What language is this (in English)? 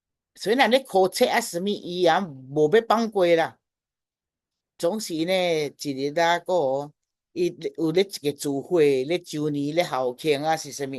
Min Nan Chinese